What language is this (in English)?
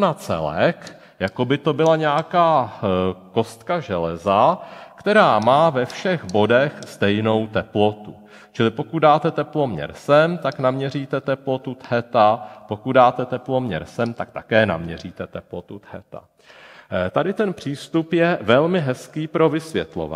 Czech